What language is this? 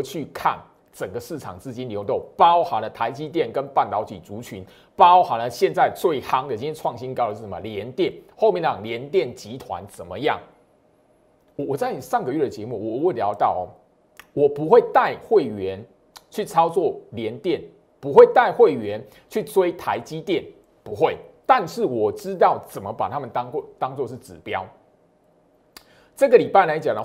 Chinese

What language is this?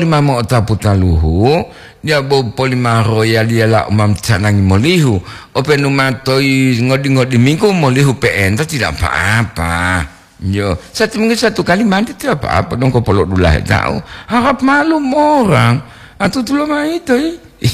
Gorontalo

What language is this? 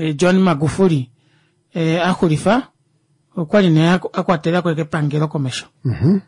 Kuanyama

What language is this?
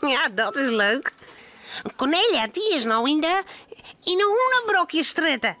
Western Frisian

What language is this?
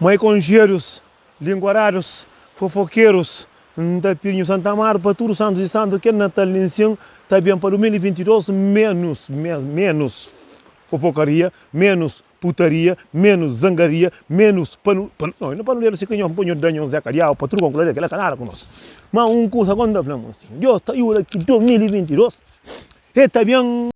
Kabuverdianu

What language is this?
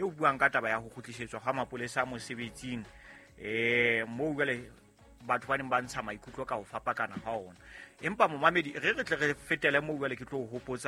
Southern Sotho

